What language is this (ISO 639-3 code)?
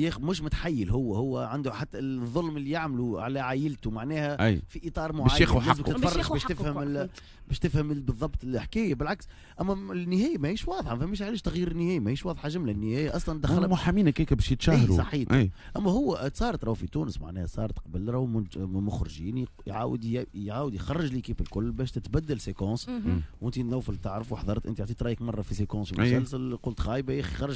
aeb